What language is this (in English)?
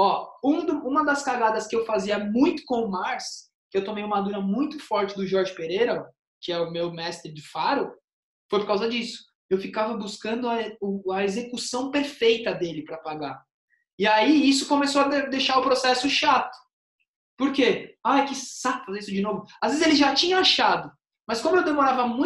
Portuguese